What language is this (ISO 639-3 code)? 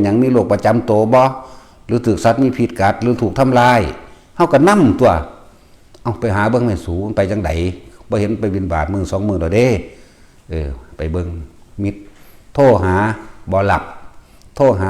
tts